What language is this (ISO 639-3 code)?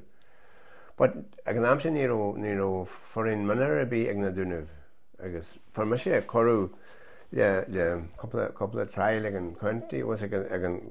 gle